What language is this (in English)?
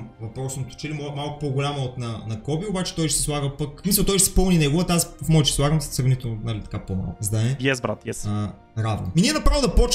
Bulgarian